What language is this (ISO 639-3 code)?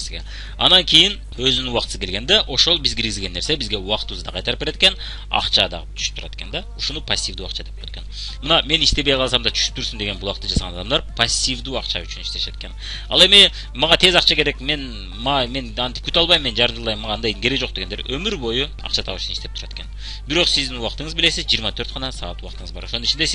kir